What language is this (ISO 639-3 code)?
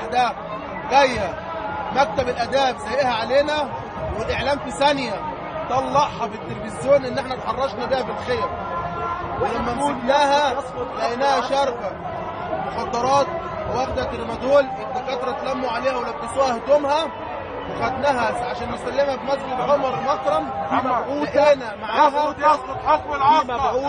arz